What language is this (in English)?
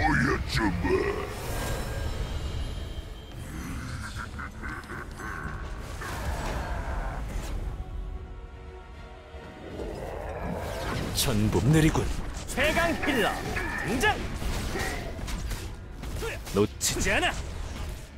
Korean